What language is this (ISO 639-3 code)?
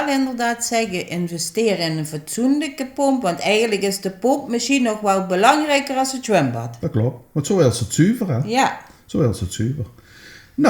lim